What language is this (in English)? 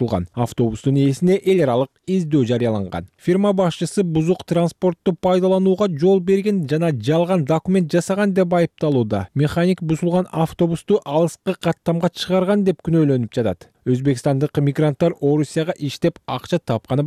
Kyrgyz